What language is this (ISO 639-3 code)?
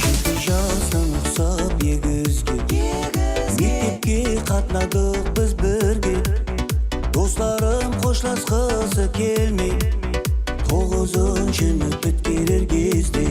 kaa